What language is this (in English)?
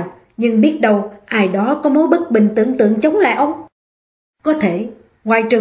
Vietnamese